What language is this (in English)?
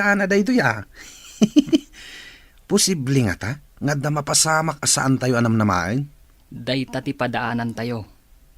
Iloko